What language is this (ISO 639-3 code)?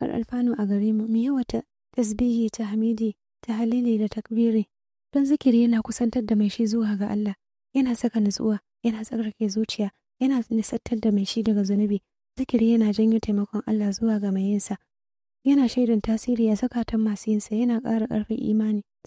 hau